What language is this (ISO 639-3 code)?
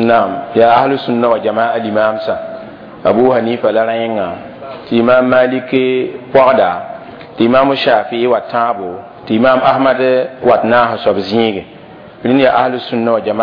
mos